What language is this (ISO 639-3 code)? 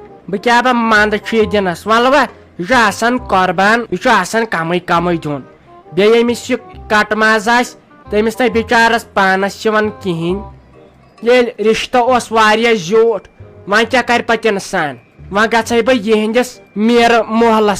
kas